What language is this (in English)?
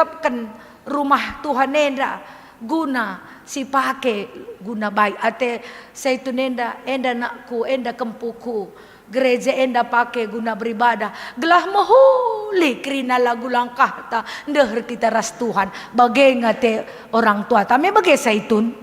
Batak Karo